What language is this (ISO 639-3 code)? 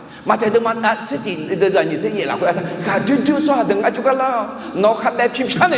ahk